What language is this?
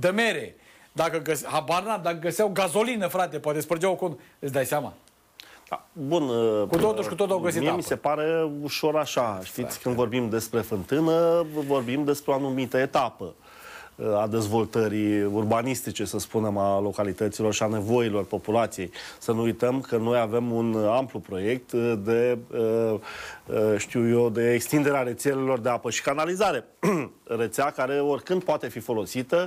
Romanian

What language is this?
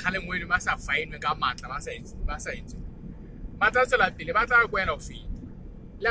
Southern Sotho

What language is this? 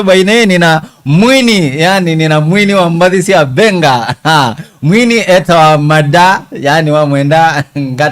Kamba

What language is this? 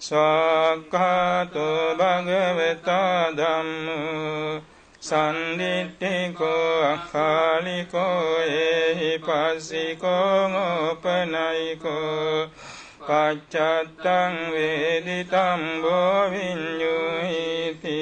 Pali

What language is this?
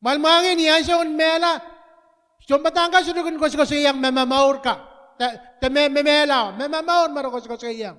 Pohnpeian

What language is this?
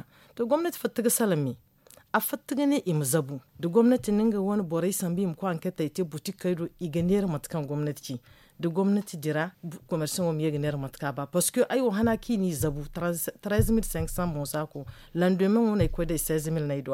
Zarma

